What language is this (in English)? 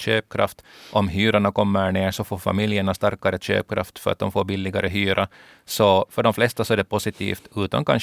Swedish